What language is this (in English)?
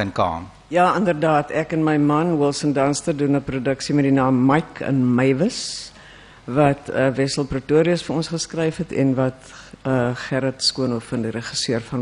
Afrikaans